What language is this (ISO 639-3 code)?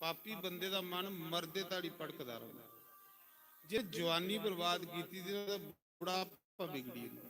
doi